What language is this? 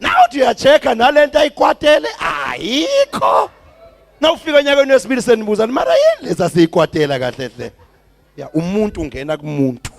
Zulu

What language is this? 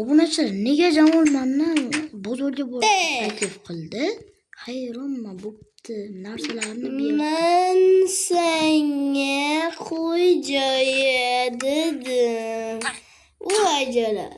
Uzbek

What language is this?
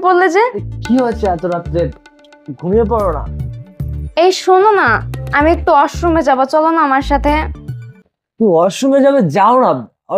Bangla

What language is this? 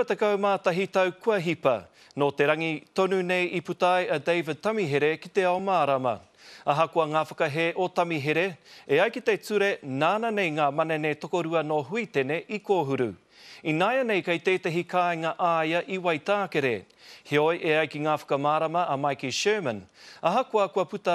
Māori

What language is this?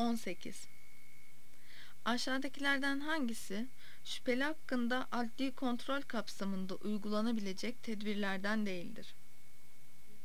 Turkish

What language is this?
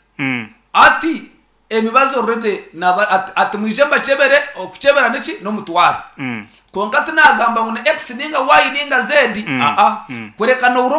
Nyankole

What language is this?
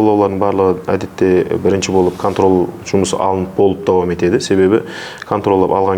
Kara-Kalpak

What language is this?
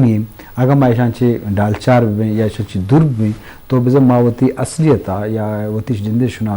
Eastern Balochi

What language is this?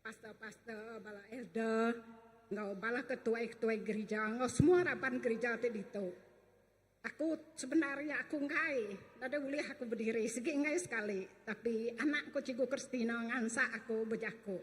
Iban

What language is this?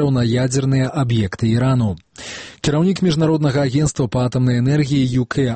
Belarusian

